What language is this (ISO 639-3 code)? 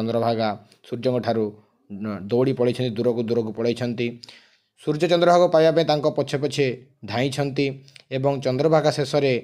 ori